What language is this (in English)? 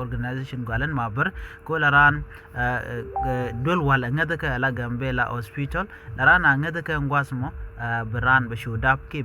Nuer